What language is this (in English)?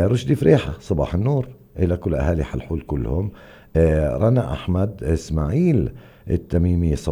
North Levantine Arabic